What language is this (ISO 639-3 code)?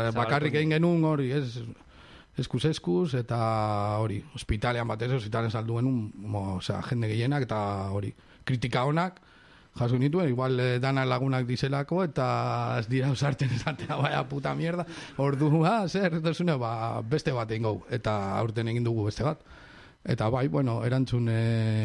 eus